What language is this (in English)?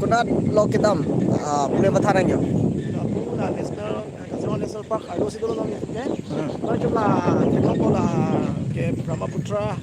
Karbi